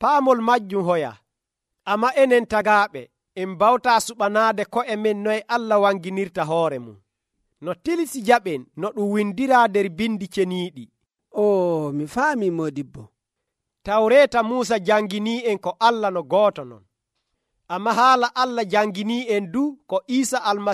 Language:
Nigerian Fulfulde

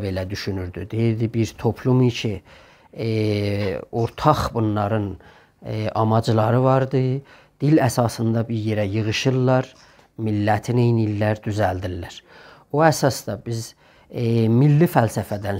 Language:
South Azerbaijani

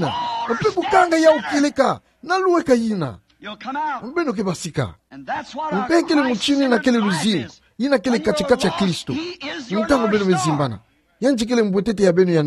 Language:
Kituba (Democratic Republic of Congo)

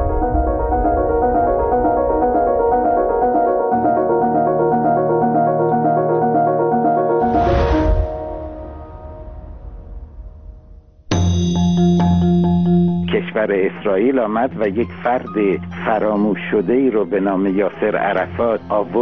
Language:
Persian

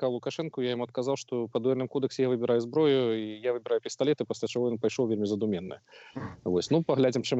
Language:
Belarusian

